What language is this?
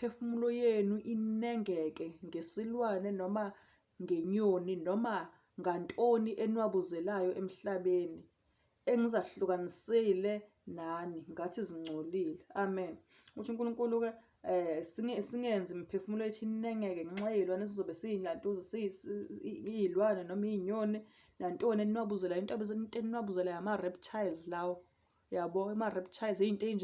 Zulu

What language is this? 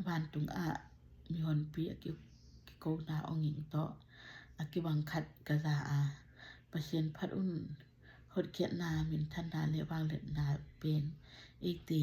Tedim Chin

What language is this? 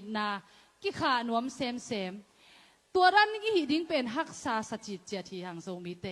Tedim Chin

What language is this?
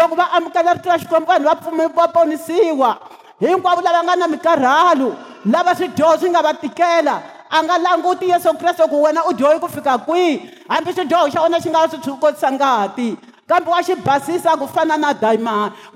Tsonga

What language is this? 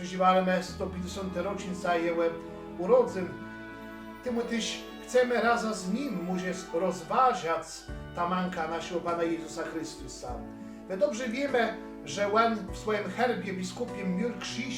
Kashubian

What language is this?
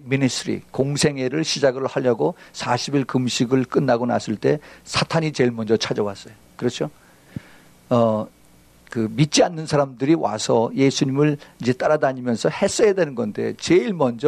Korean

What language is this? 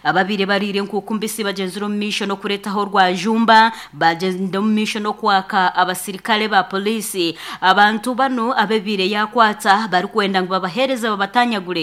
Nyankole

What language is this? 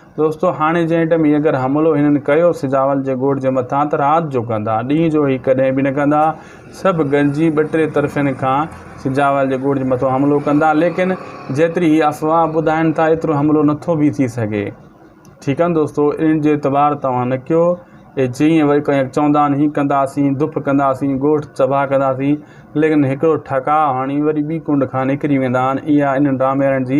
Sindhi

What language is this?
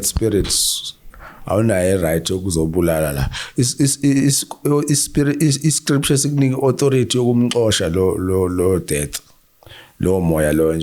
Zulu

